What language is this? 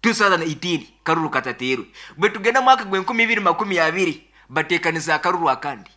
Nyankole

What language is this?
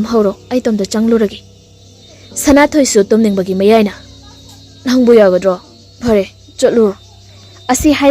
Manipuri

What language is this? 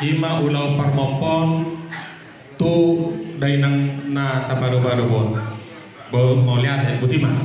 Batak Toba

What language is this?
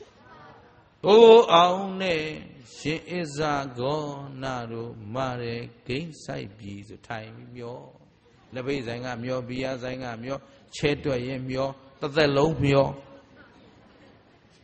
Burmese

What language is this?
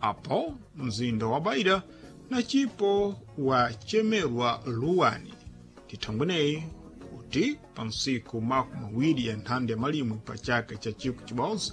Sena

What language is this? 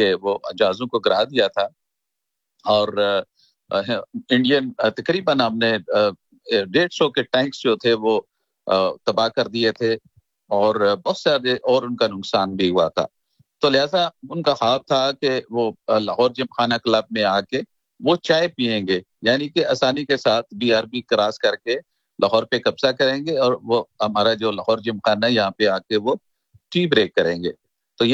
Urdu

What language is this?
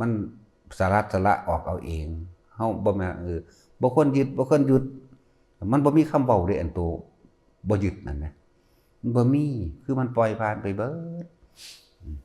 Lao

